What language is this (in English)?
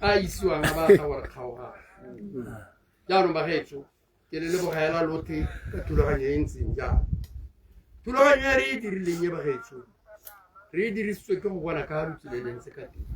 Tswana